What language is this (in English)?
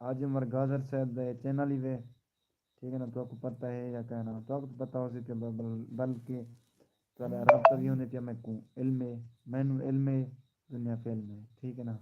Saraiki